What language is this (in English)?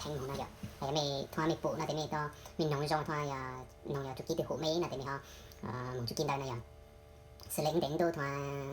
Hmong